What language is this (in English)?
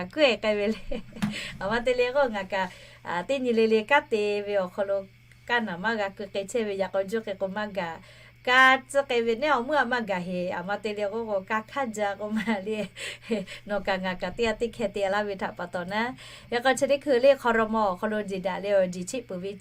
Lahu